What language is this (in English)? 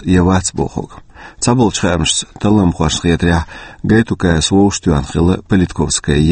Chechen